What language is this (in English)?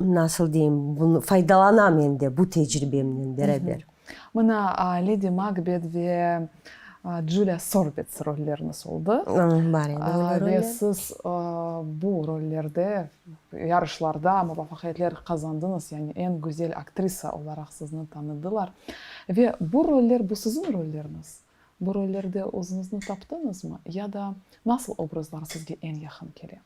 Crimean Tatar